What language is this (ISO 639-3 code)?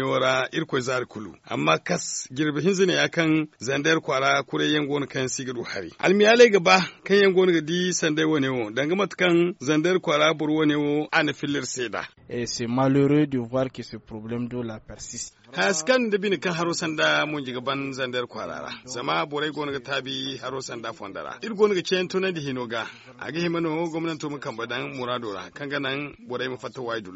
dje